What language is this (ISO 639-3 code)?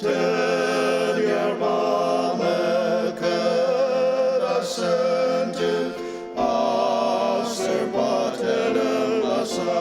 njo